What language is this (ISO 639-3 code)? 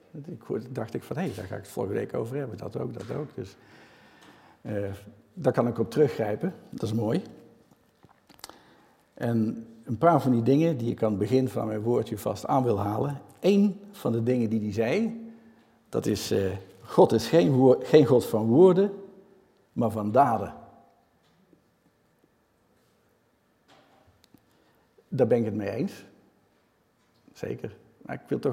nld